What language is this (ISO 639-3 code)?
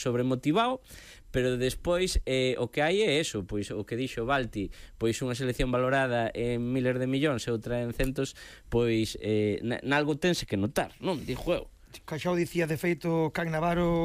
glg